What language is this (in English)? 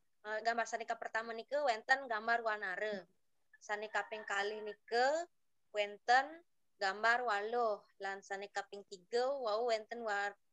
Balinese